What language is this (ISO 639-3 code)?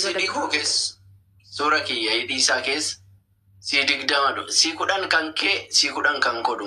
orm